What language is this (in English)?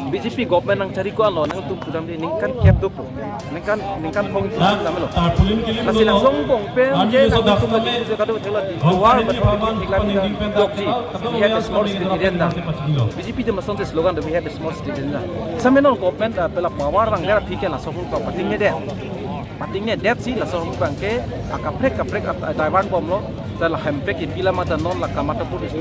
Karbi